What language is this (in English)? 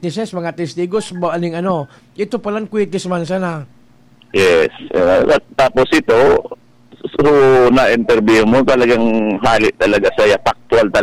Bikol